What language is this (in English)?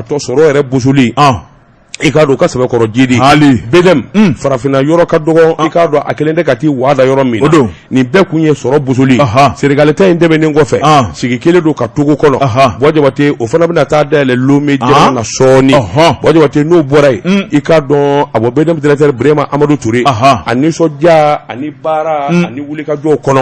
Bambara